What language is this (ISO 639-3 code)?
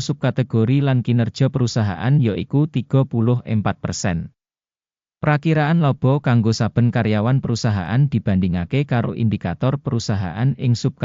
jav